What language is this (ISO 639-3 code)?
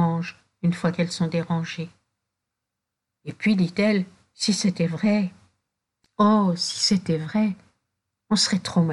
fra